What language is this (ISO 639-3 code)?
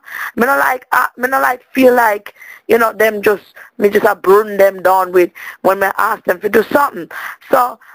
jam